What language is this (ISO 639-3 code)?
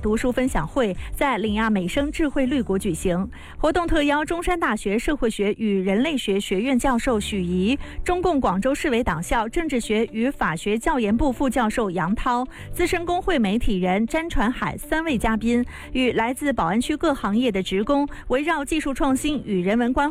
zho